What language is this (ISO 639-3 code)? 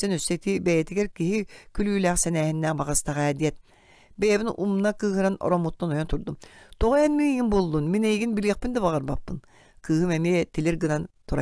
sah